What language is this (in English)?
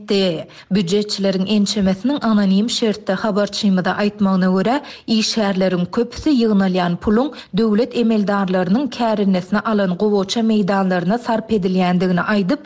Turkmen